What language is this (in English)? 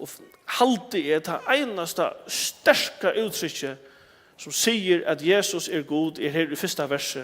Faroese